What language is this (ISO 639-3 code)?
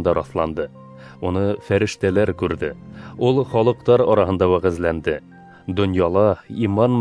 bak